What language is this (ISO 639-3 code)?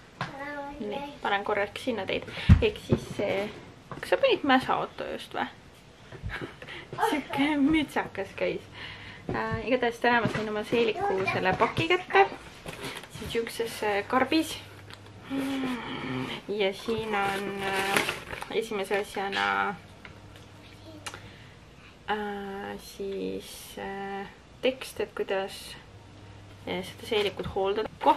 est